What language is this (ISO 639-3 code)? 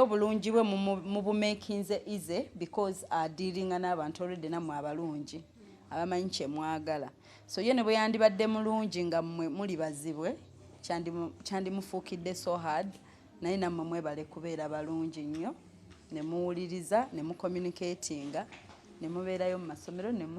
lug